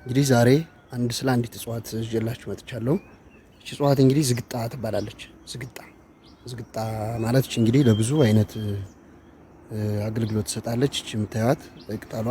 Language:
Amharic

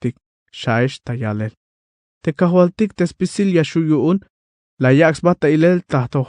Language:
Tzeltal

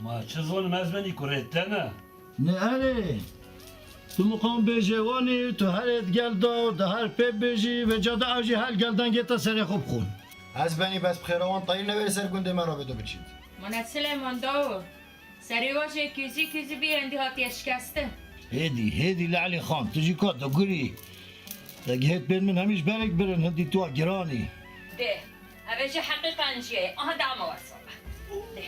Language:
Kurdish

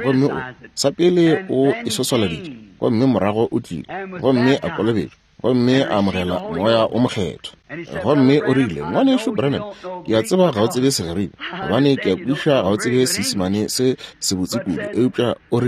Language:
Northern Sotho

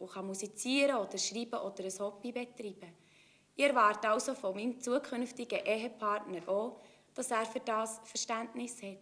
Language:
Swiss German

